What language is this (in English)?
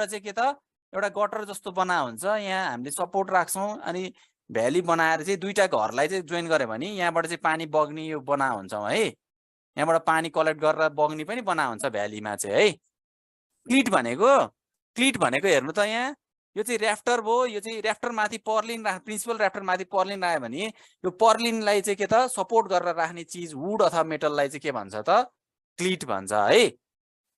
Nepali